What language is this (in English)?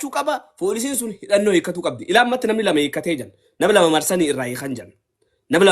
Oromo